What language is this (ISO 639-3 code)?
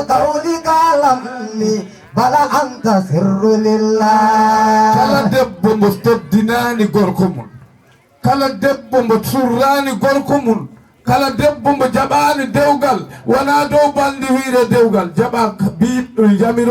ful